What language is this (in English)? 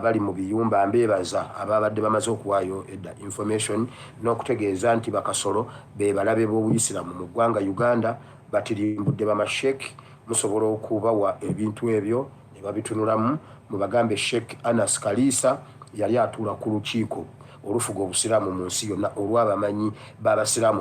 Ganda